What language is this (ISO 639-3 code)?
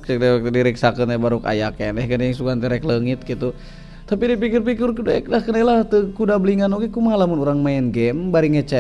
sun